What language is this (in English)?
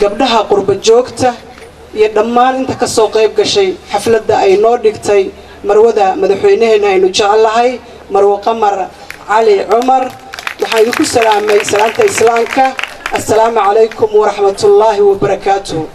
Somali